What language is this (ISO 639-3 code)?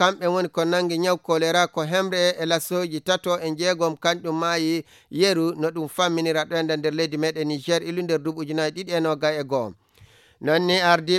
fuv